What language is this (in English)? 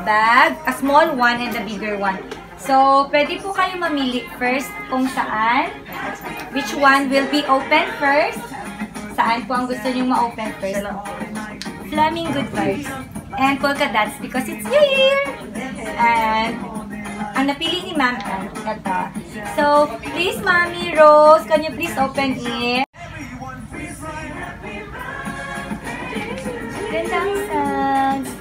Filipino